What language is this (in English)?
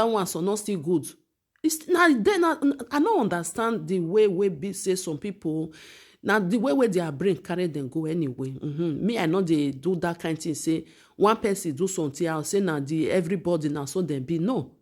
Nigerian Pidgin